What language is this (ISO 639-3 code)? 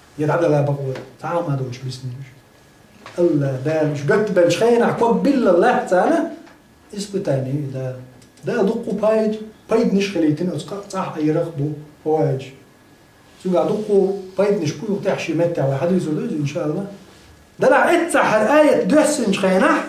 che